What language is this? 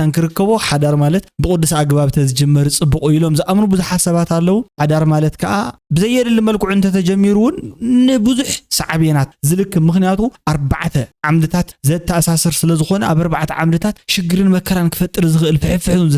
Tigrinya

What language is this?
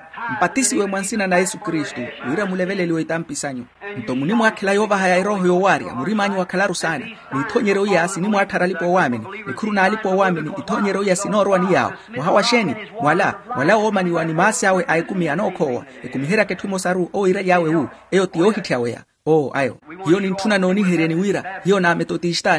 Makhuwa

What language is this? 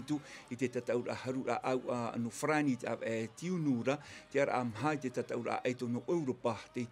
Tahitian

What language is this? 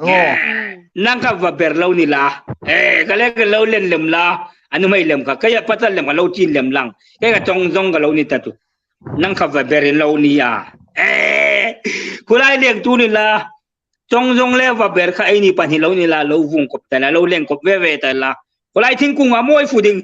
Hmar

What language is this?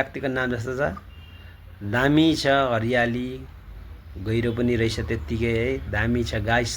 Nepali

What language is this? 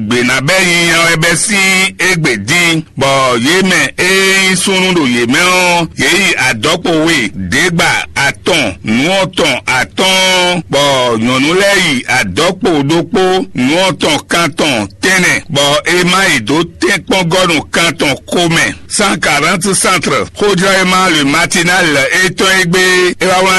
Fon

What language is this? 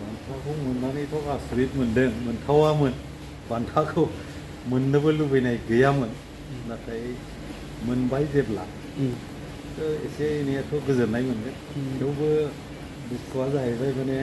Bodo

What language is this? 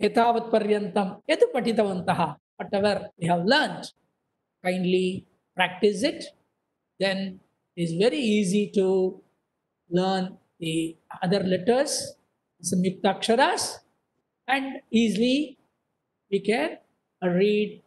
Sanskrit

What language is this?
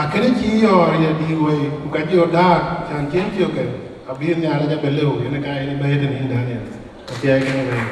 Dinka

